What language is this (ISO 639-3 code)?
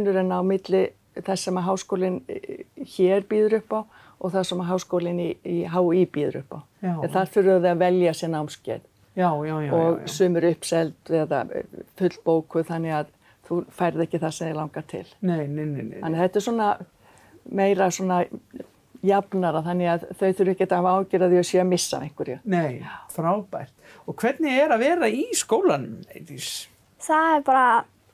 isl